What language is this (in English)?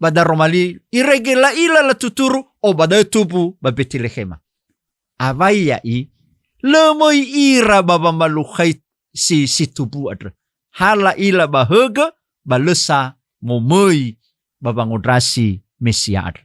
Nias